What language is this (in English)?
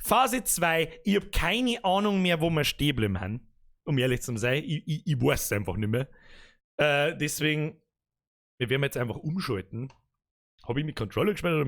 Bavarian